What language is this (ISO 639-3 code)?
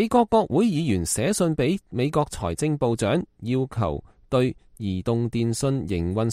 yue